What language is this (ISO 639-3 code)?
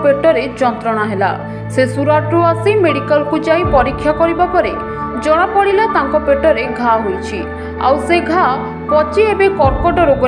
ori